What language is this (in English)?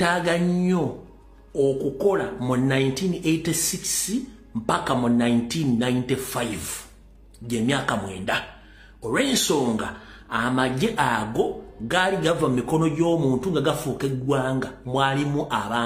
Ganda